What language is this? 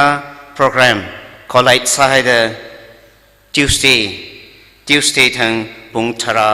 Tangkhul Naga (India)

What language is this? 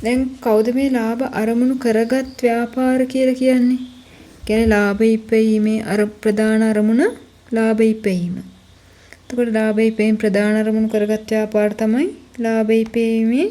Sinhala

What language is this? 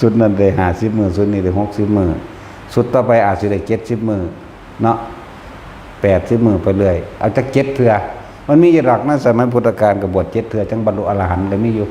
Northeastern Thai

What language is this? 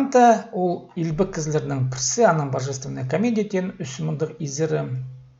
Khakas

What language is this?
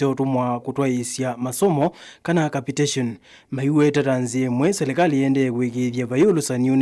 Kamba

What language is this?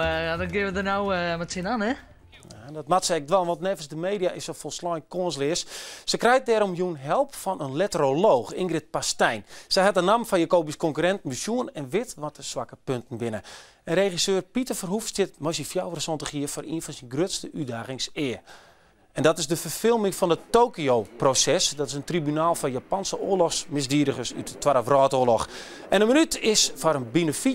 Western Frisian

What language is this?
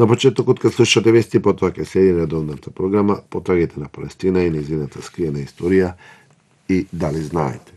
Macedonian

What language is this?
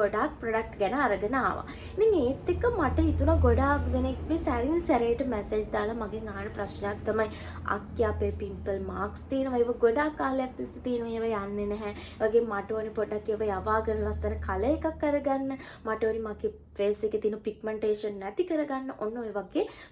Sinhala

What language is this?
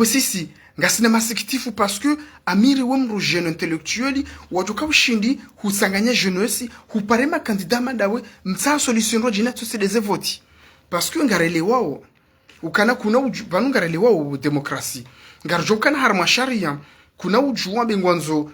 Ngazidja Comorian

